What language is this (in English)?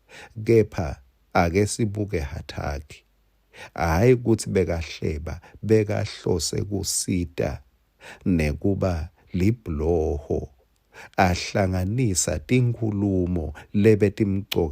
Swati